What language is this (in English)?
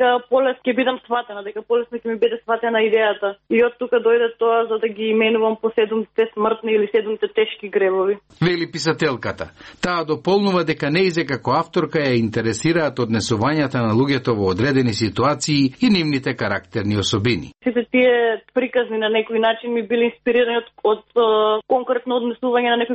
Macedonian